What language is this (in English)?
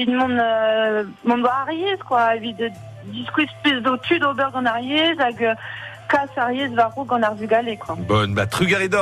Breton